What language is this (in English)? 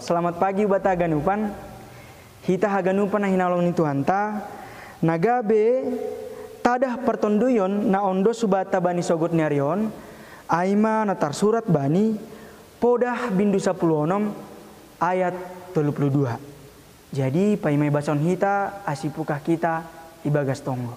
Batak Simalungun